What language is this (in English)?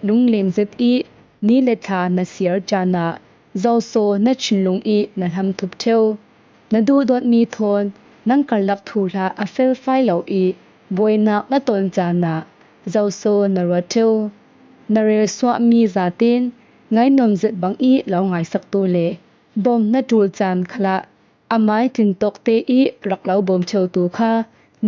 Falam Chin